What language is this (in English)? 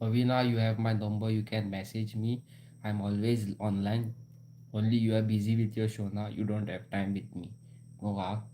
Konkani